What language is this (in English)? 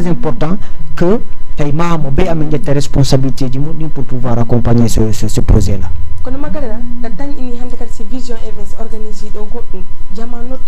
Fula